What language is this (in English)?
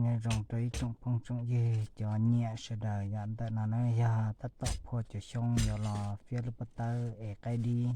Hmong